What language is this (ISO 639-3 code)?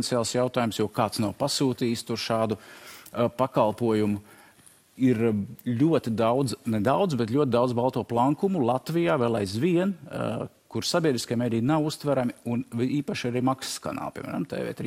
lav